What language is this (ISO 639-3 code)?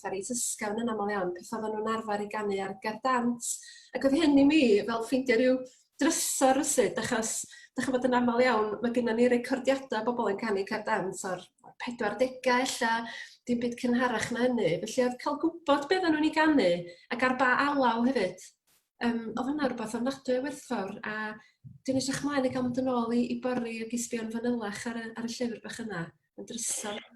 cym